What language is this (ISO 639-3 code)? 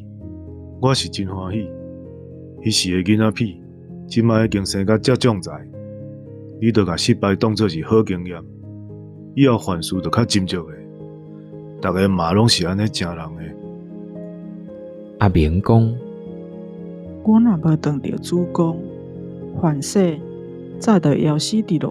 nan